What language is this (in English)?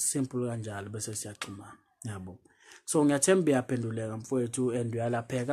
Zulu